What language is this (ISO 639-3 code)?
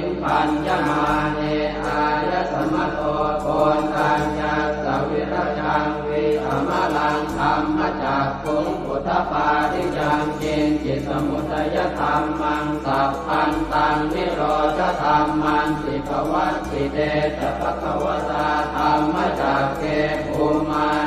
pli